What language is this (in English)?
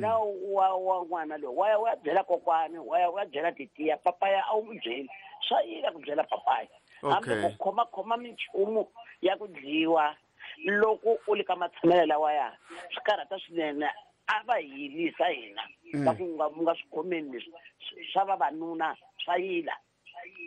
Tsonga